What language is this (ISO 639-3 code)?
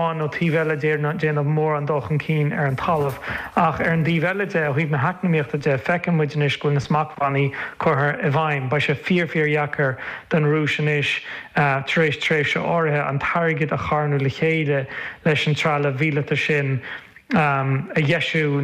gle